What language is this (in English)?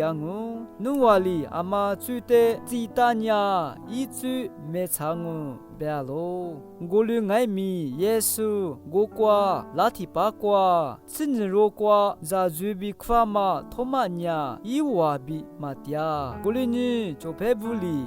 Lisu